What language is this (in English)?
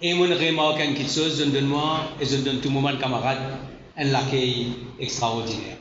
Morisyen